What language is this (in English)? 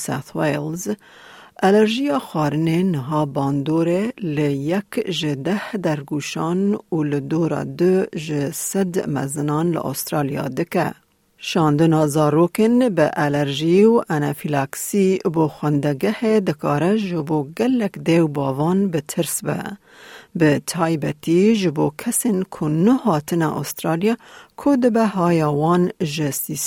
Kurdish